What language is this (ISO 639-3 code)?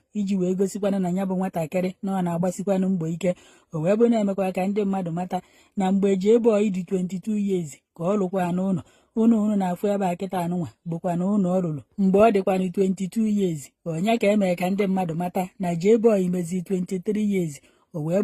ibo